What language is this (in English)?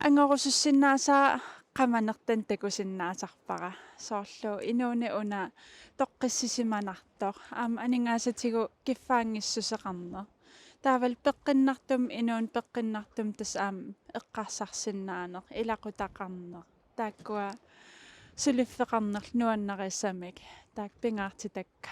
Kalaallisut